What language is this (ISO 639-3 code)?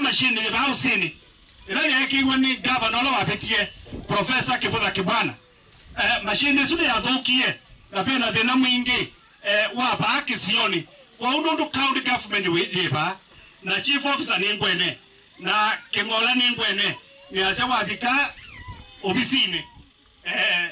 kam